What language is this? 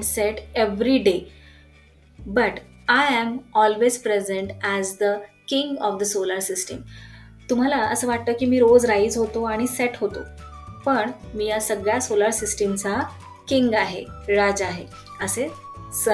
Marathi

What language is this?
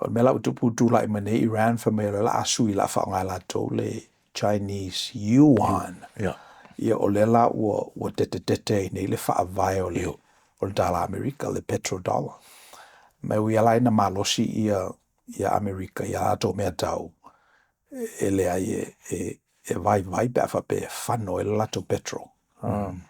Samoan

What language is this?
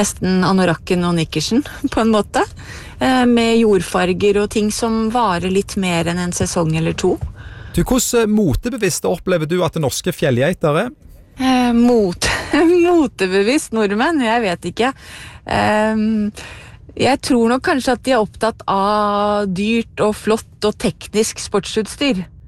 Norwegian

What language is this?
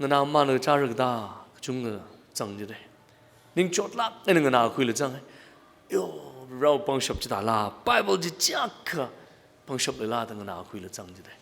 Tangkhul Naga (India)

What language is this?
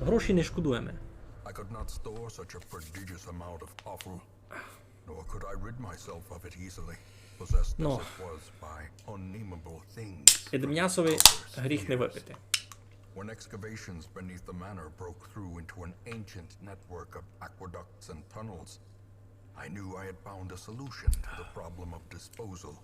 Rusyn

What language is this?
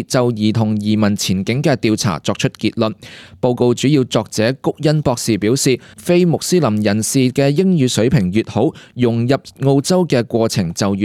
Cantonese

